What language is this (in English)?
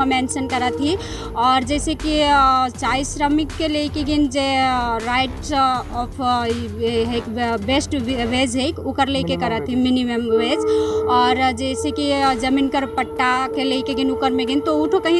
Sadri